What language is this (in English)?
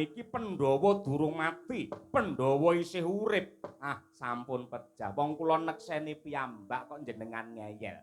Javanese